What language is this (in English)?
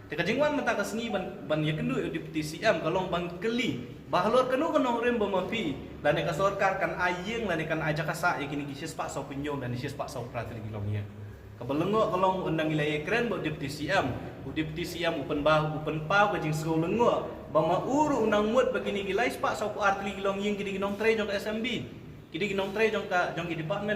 Khasi